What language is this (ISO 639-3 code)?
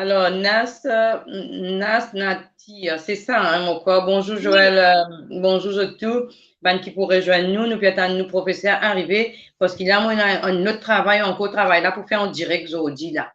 mfe